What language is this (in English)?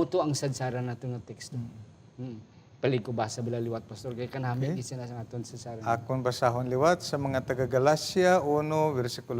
Hiligaynon